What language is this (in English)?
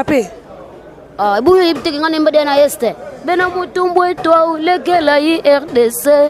Lingala